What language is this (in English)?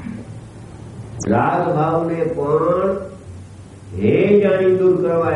Gujarati